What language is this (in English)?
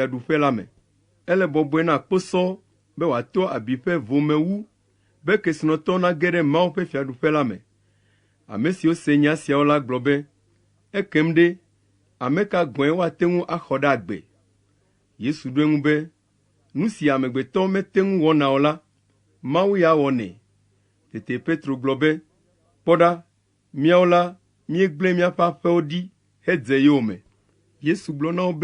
Ewe